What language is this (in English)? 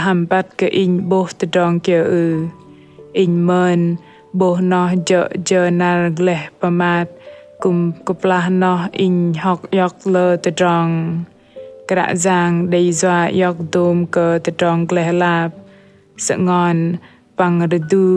Bahnar